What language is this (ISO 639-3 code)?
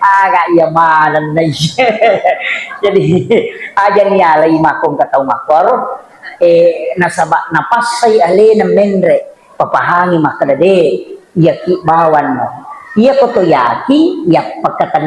bug